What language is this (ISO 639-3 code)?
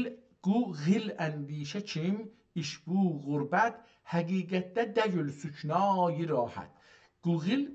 azb